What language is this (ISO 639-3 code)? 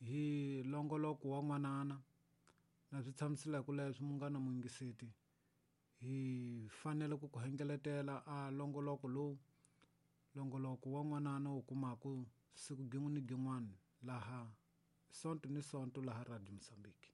tso